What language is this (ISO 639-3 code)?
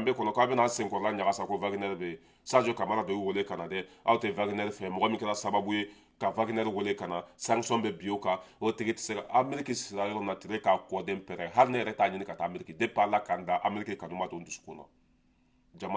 bam